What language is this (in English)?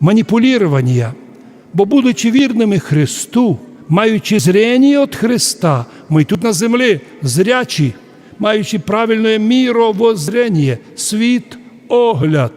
Rusyn